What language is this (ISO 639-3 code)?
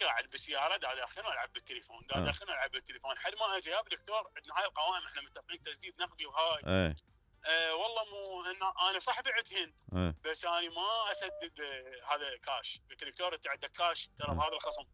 acm